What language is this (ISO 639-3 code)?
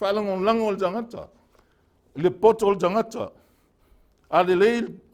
smo